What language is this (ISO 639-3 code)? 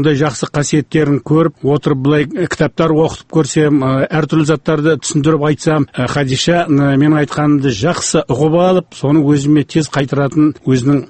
kaz